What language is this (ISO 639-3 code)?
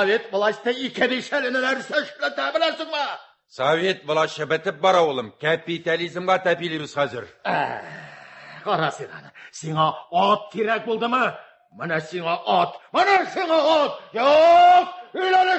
tat